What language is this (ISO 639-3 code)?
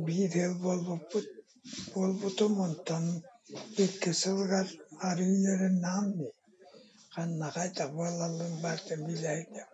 sah